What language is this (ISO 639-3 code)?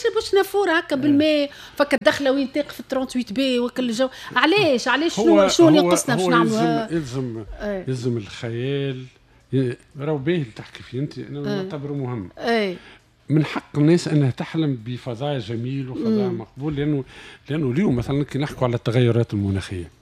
aeb